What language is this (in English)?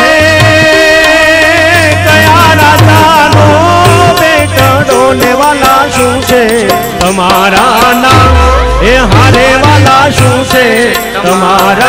Gujarati